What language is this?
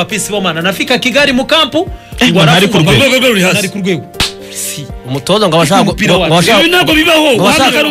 Kinyarwanda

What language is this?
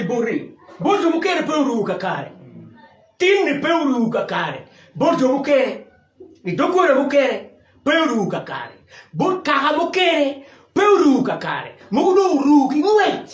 Acoli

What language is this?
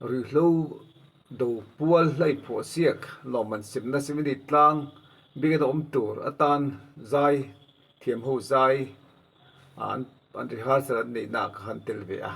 Mizo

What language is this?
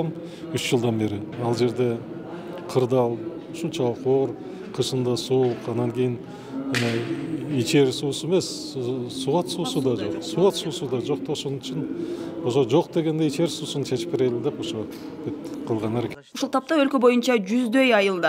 Kyrgyz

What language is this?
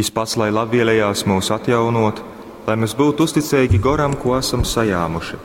Latgalian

